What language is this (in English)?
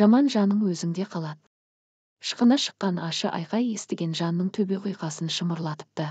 Kazakh